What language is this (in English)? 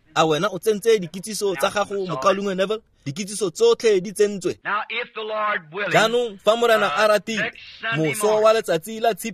Tswana